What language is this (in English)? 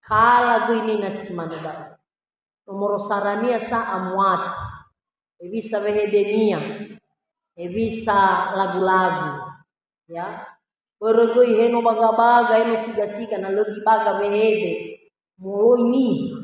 Nias